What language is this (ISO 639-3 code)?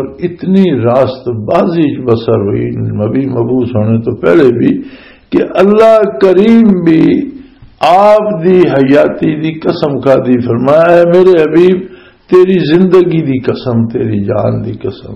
lah